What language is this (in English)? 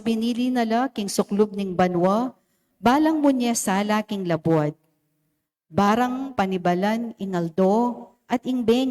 Pampanga